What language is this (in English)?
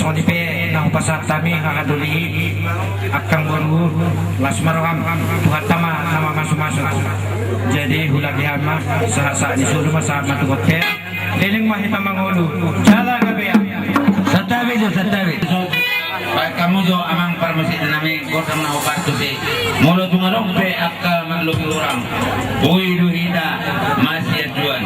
Batak Toba